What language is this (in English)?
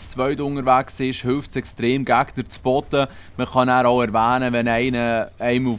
Swiss German